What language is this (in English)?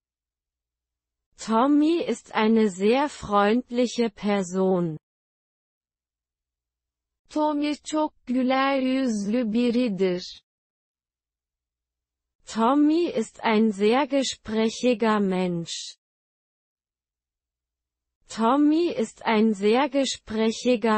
German